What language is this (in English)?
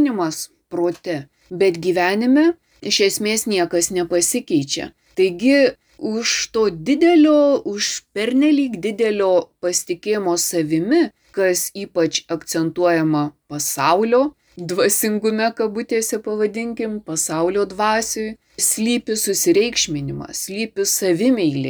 Lithuanian